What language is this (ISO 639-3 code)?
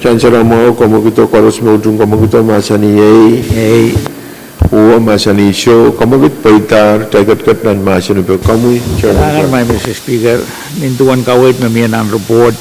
pon